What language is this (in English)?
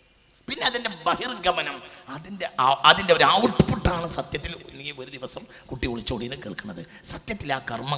Malayalam